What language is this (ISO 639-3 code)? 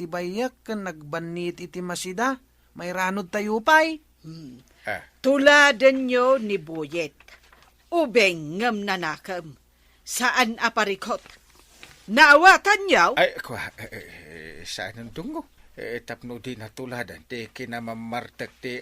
ilo